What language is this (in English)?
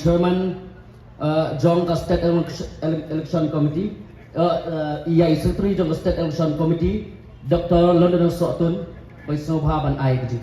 Khasi